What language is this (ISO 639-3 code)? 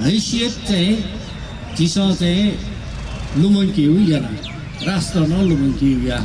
new